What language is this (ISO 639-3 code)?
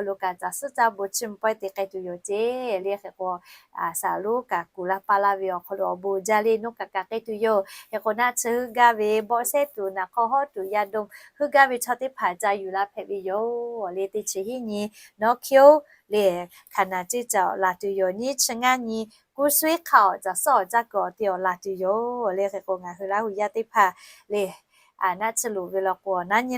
lhu